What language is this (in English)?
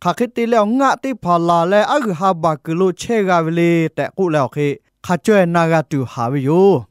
Lahu